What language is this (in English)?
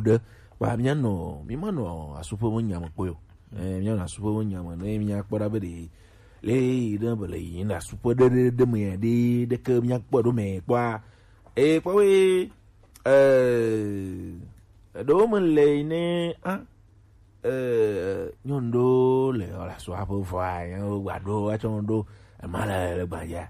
Gen